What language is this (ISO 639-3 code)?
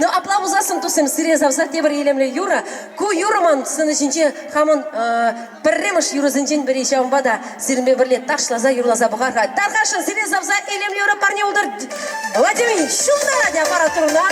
chv